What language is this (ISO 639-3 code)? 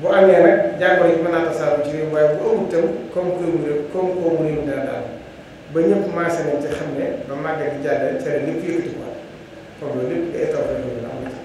wol